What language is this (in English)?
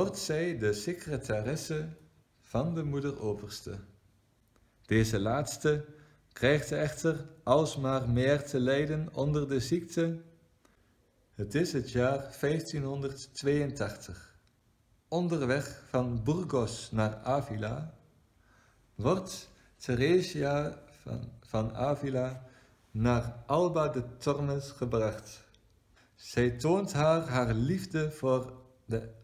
Dutch